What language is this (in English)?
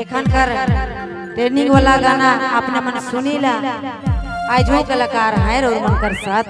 Sadri